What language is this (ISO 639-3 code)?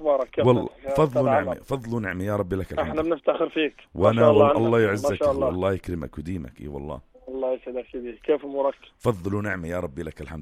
apc